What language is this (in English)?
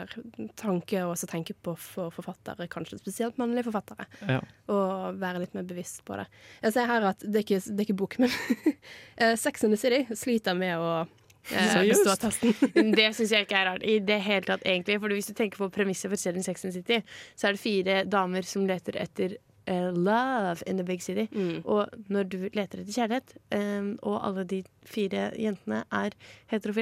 Norwegian